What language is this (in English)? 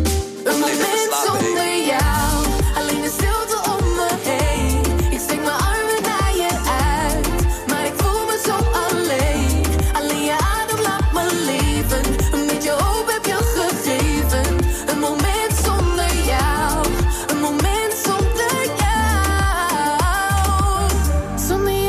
Dutch